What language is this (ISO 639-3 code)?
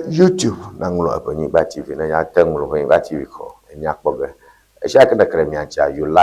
ewe